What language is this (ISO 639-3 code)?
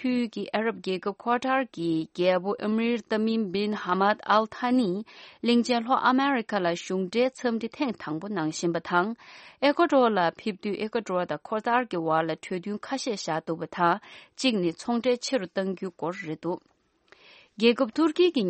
bod